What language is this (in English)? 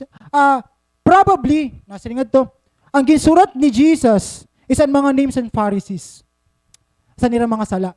Waray